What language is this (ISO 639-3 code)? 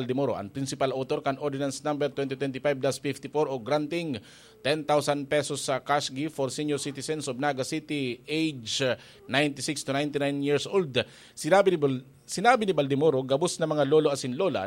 bik